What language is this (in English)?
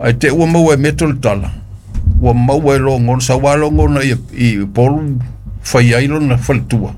Samoan